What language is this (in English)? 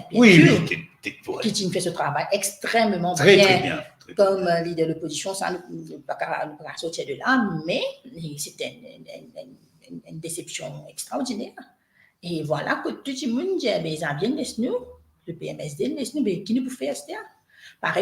Morisyen